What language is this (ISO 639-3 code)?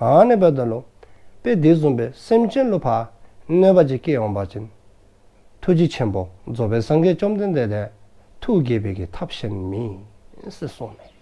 dzo